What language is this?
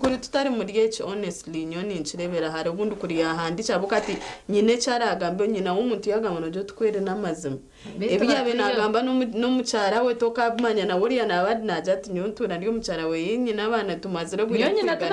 Nyankole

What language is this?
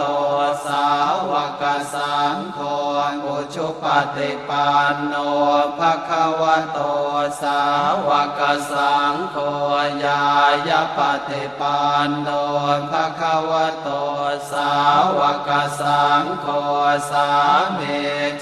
Pali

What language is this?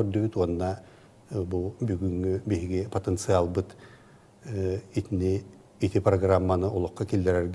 Yakut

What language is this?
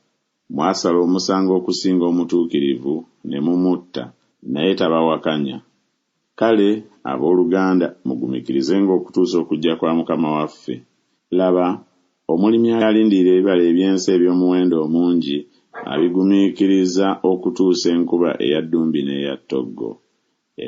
Ganda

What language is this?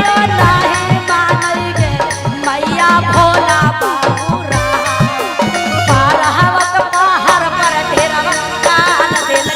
Magahi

